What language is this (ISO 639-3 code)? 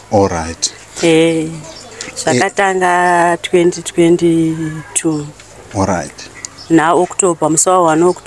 sna